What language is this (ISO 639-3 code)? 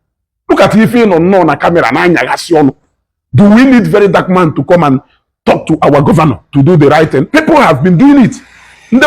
ibo